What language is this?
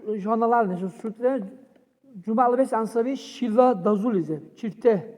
Dargwa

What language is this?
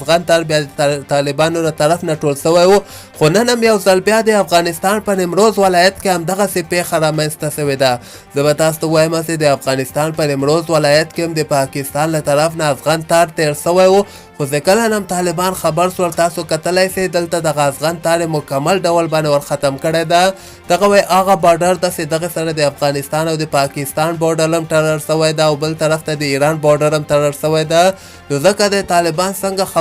Pashto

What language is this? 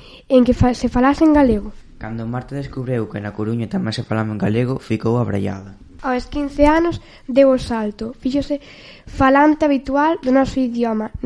Galician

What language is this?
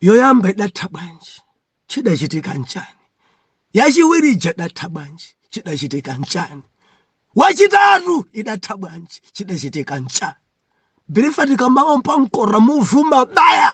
Nyanja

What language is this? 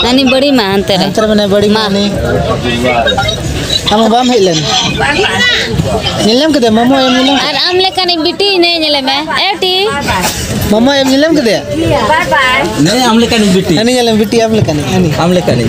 Santali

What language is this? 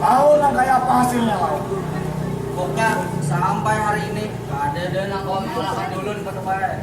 Banjar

